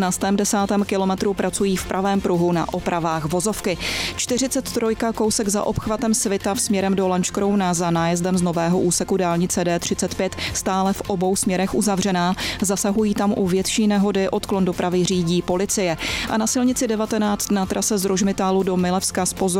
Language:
Czech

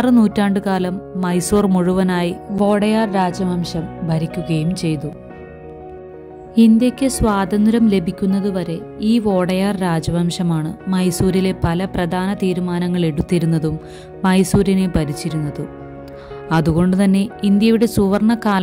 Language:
Malayalam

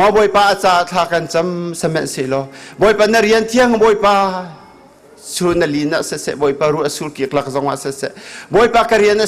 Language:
Hakha Chin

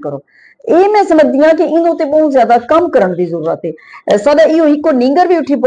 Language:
Western Panjabi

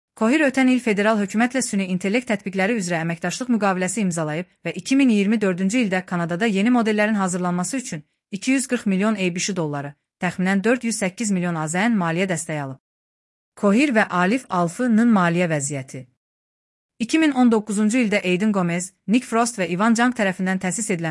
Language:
Azerbaijani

